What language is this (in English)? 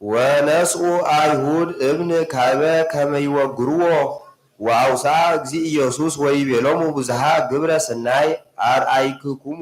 Geez